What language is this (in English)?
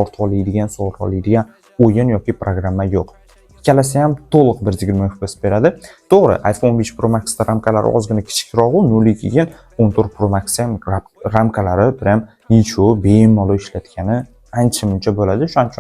Uzbek